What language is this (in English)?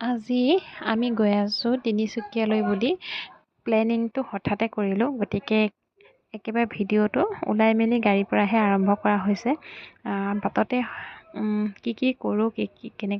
Assamese